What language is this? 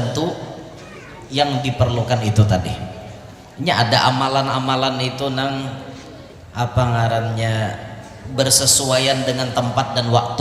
Banjar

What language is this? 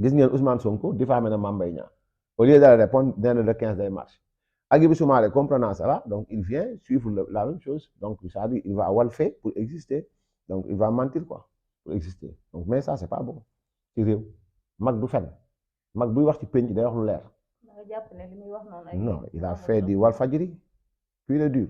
Wolof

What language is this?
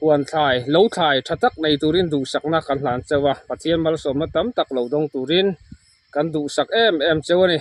Mizo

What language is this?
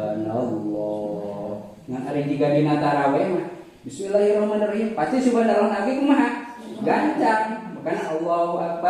Sundanese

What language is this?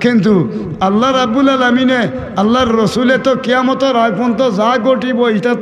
Sylheti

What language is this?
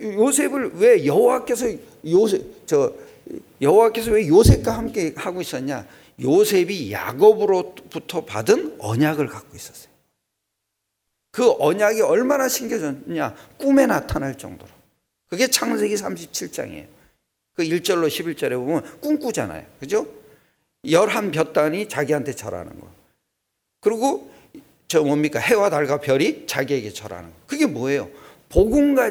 Korean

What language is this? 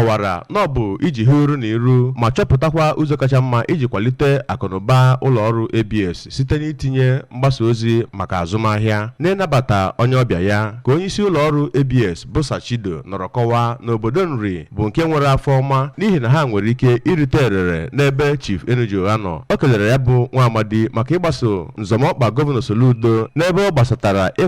Igbo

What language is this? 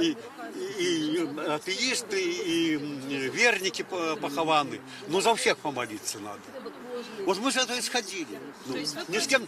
Belarusian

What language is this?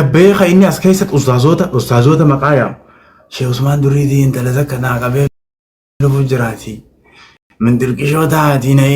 Oromo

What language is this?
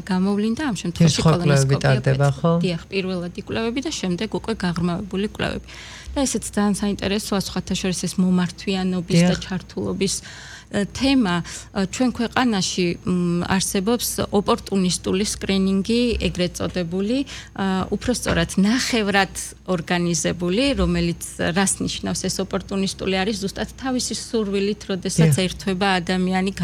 Georgian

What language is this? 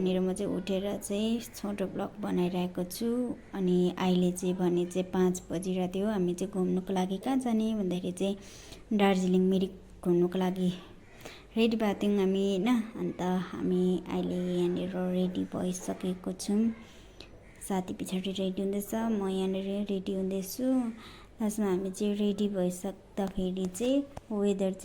Nepali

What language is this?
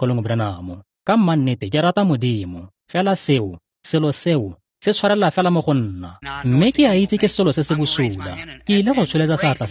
Tswana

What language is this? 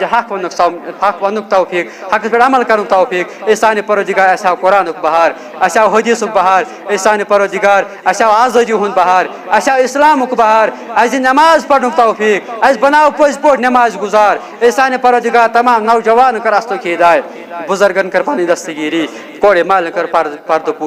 Kashmiri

